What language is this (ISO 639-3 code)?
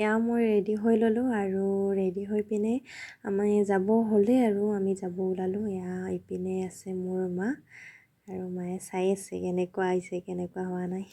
asm